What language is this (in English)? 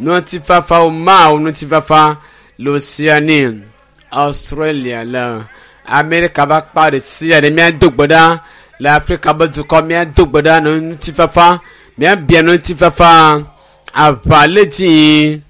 Ewe